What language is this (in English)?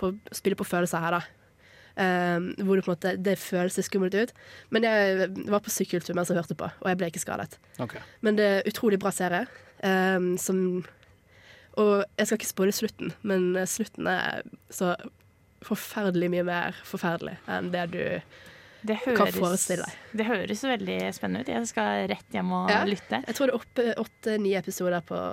Norwegian